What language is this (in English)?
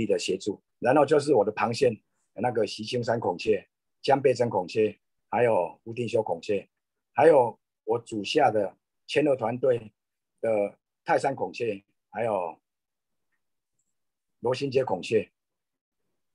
Chinese